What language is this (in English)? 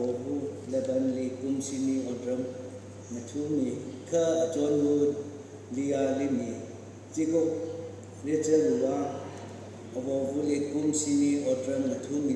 Tangkhul Naga (India)